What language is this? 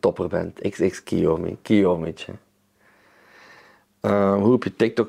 Dutch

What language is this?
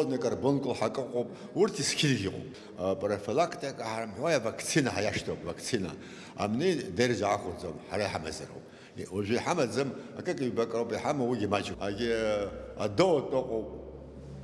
Abkhazian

